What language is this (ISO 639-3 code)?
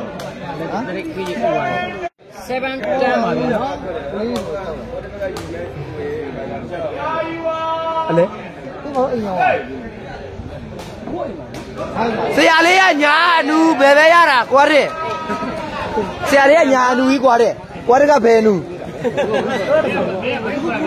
mya